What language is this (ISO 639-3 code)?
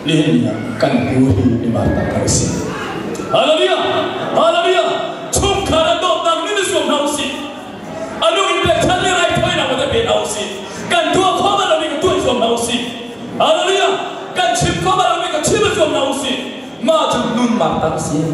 cnh